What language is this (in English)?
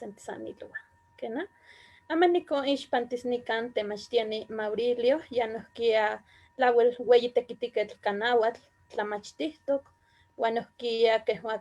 Eastern Huasteca Nahuatl